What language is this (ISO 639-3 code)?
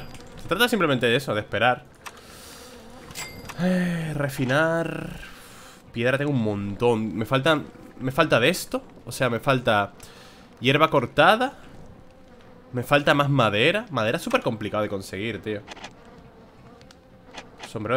spa